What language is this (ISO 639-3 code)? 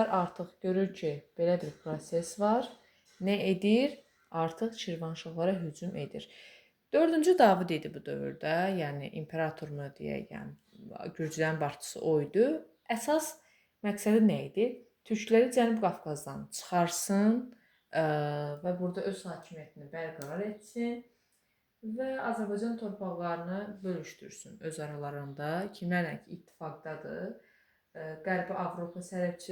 aze